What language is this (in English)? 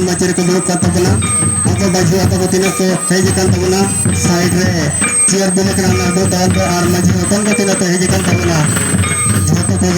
Santali